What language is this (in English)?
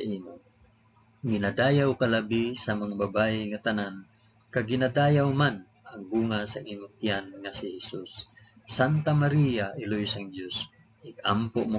Hiligaynon